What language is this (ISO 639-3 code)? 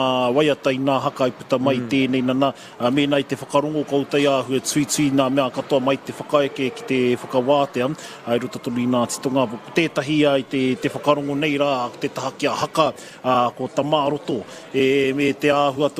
mri